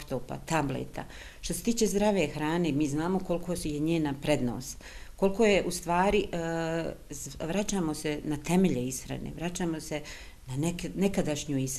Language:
Bosnian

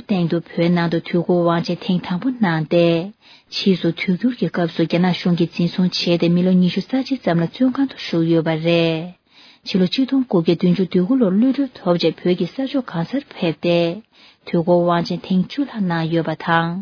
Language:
Tibetan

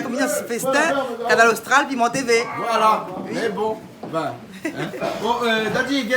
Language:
Réunion Creole French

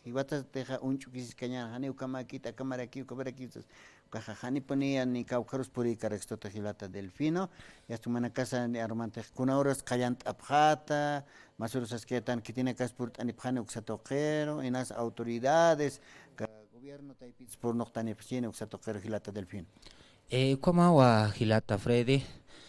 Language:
Aymara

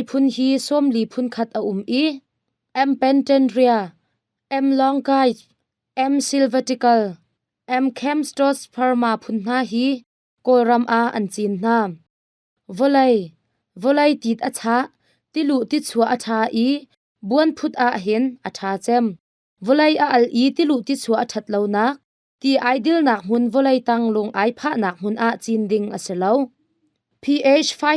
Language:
Hakha Chin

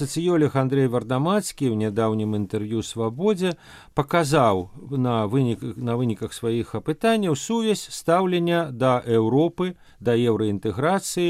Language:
Belarusian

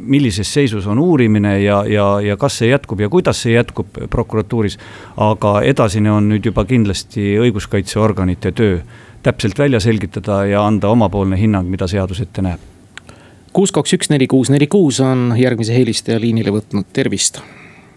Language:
Estonian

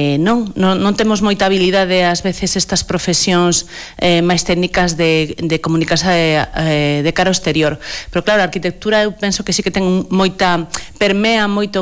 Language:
Galician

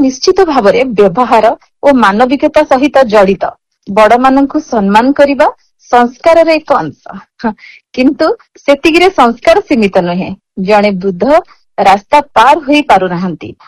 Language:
Odia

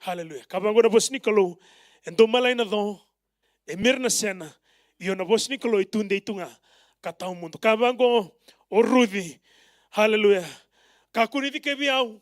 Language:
Fijian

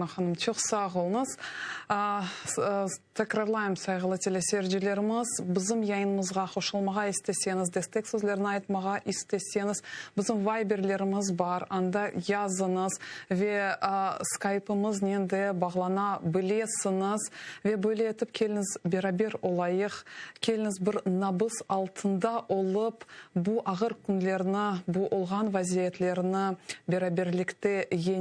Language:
Crimean Tatar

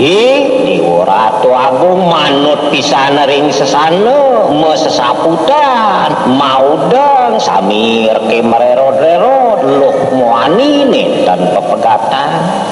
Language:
Balinese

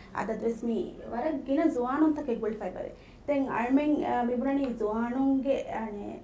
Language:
Divehi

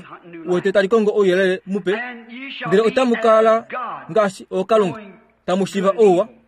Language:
Kuanyama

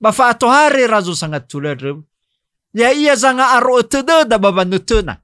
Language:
Nias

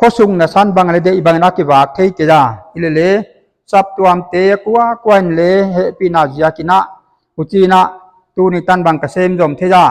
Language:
Paite Chin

